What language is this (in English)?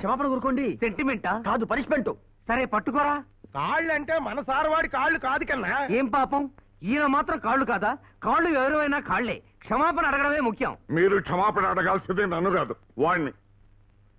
Telugu